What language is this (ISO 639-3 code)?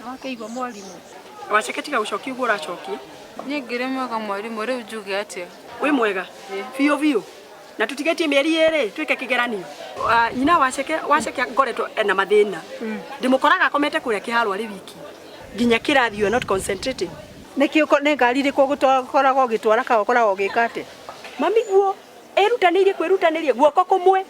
kik